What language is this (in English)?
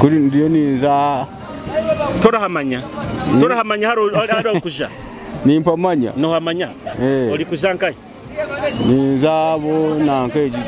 Nyoro